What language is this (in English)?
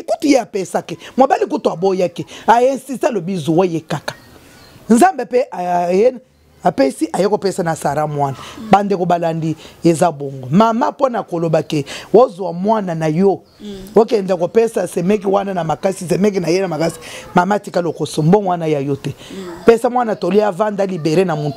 Lingala